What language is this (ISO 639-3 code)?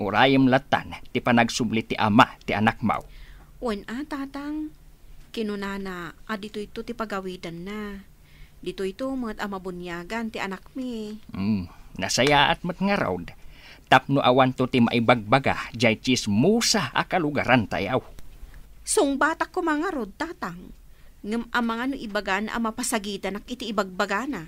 ilo